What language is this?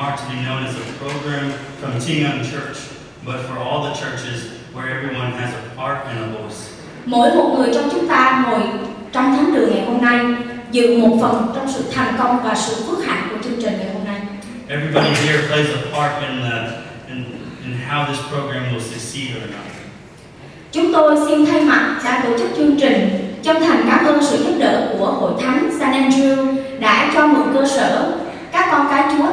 Vietnamese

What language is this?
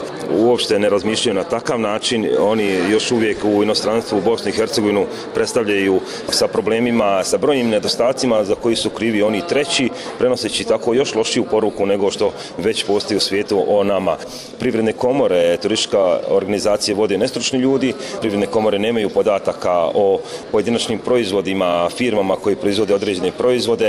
Bosnian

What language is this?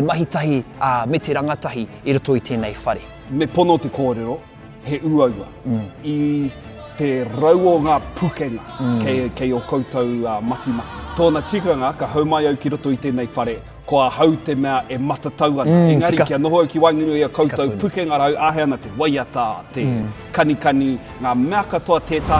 Māori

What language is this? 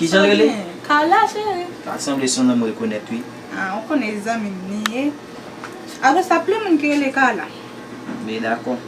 Haitian Creole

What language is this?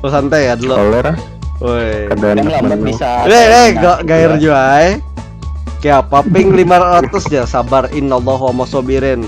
Banjar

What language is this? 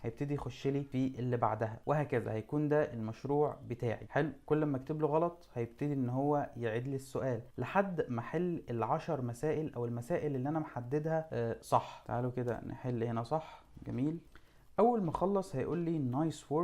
Egyptian Arabic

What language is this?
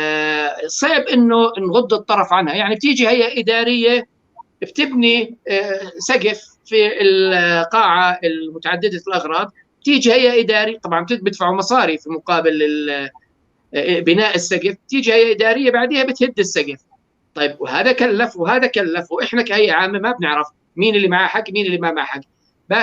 North Levantine Arabic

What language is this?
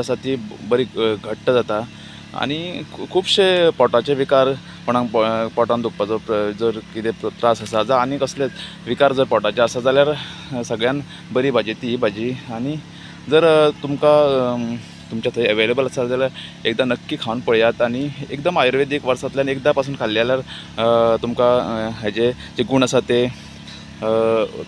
Konkani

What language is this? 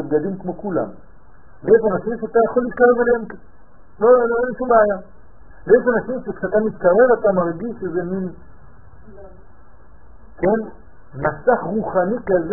Hebrew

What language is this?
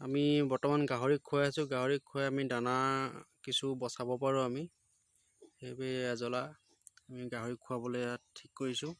Assamese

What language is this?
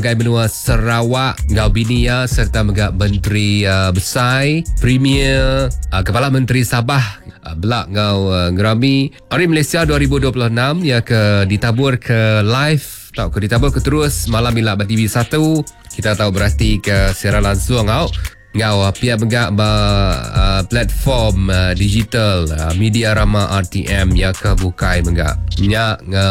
Iban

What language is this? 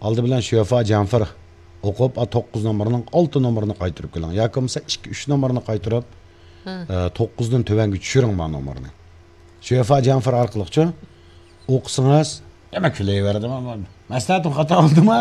Uyghur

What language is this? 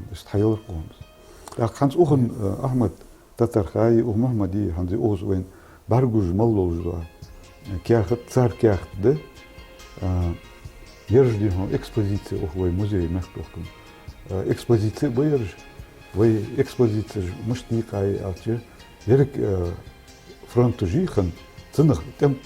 Ingush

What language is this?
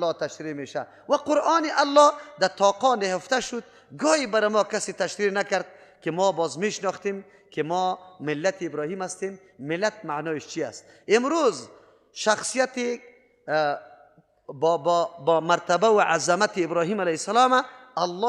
Persian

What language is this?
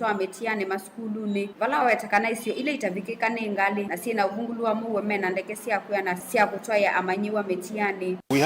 Kamba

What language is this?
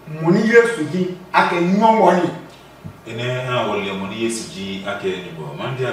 Adangme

